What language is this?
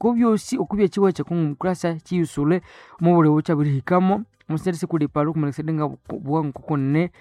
Nande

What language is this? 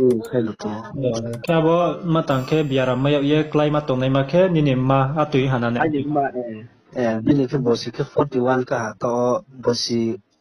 Riang (India)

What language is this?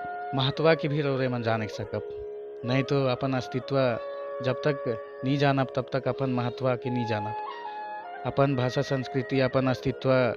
Sadri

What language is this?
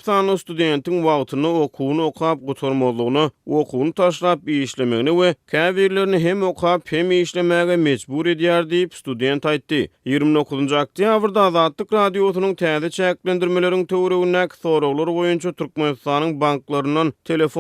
Turkmen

